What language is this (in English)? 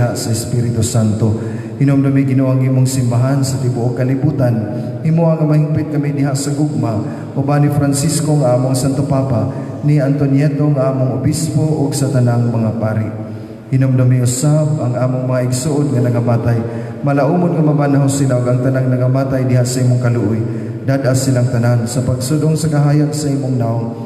Cebuano